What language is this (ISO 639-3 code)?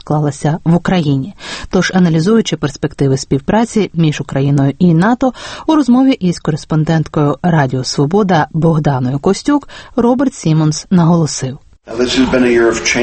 ukr